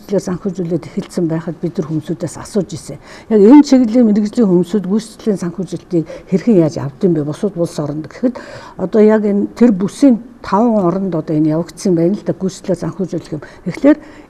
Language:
Mongolian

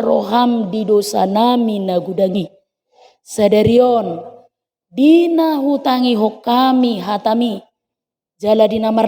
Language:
Batak Toba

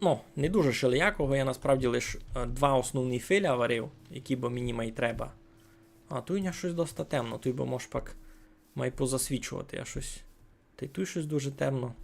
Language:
Rusyn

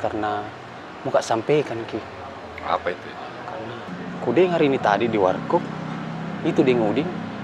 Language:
Makassar Malay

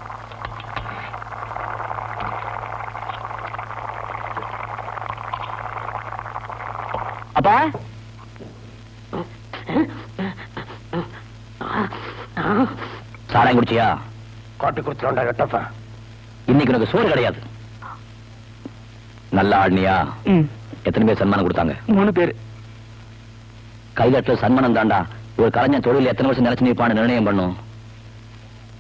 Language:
Tamil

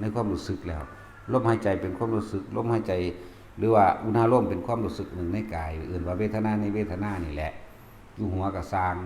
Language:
Lao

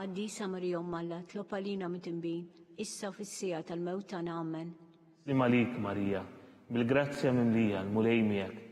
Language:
Maltese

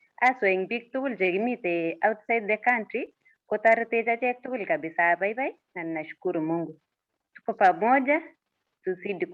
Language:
Kalenjin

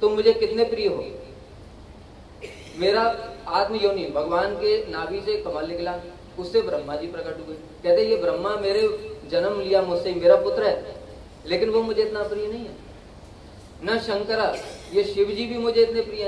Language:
Hindi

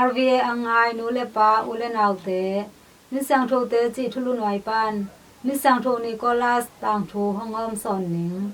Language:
Tedim Chin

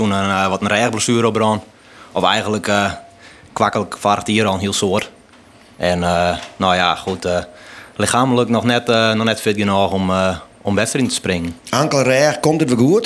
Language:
Western Frisian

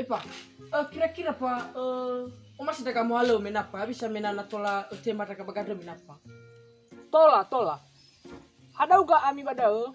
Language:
Nias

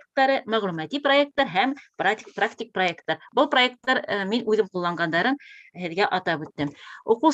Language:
Bashkir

